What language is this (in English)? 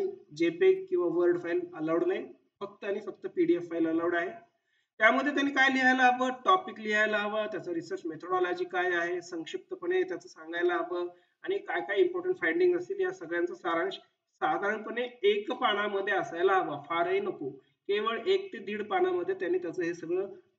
Marathi